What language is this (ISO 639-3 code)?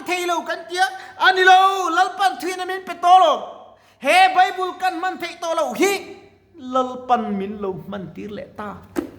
lus